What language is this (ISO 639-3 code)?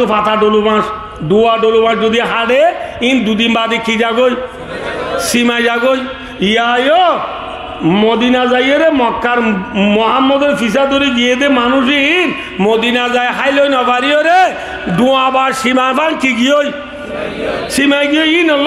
rhg